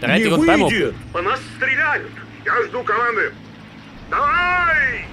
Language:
Bavarian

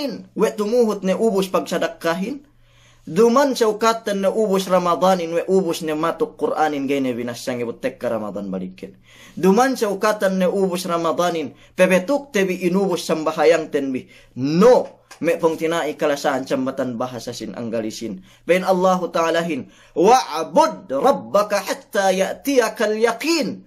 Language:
Yakan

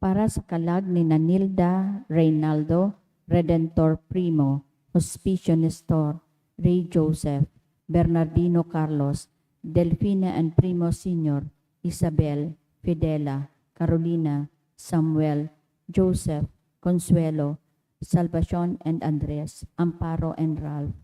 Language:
Bikol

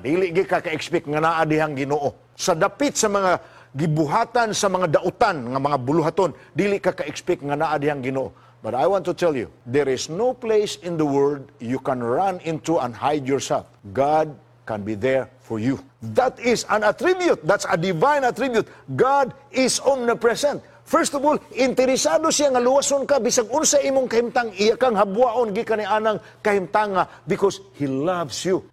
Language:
Cebuano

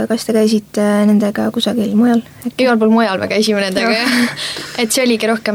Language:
Estonian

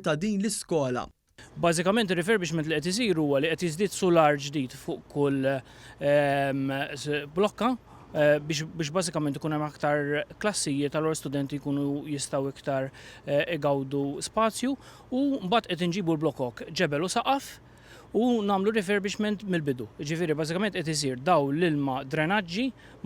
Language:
Maltese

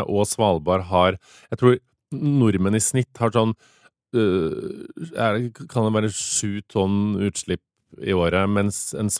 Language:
Norwegian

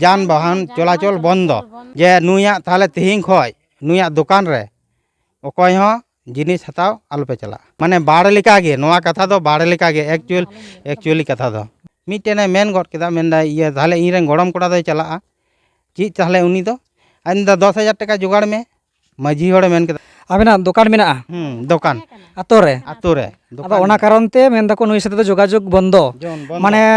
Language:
Santali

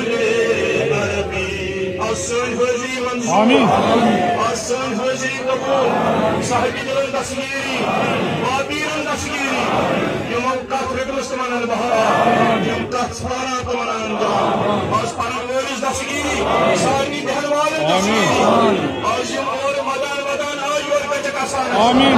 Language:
Kashmiri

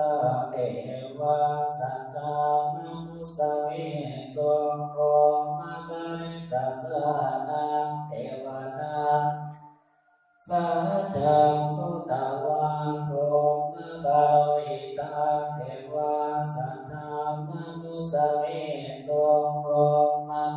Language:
Pali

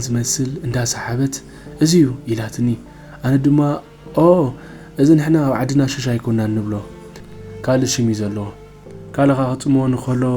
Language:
Tigrinya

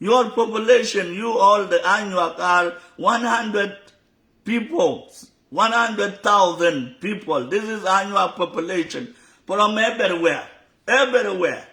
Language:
Nuer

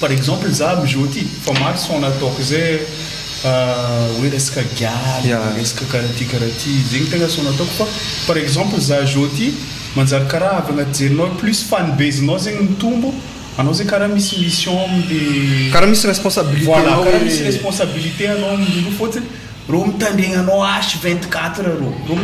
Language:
Malagasy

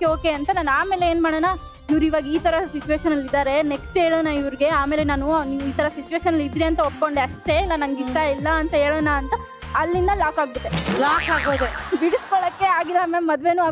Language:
Kannada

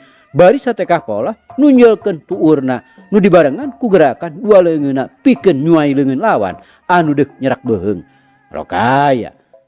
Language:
Sundanese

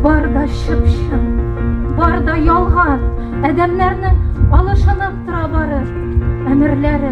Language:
Tatar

